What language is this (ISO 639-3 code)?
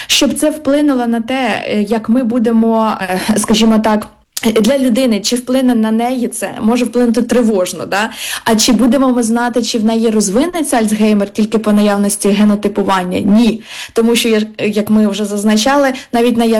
ukr